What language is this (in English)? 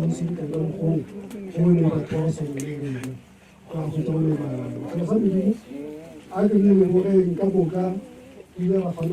Northern Sotho